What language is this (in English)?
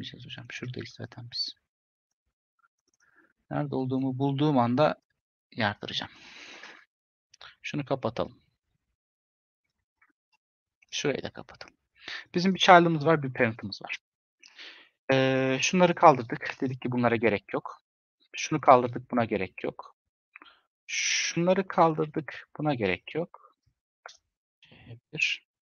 Turkish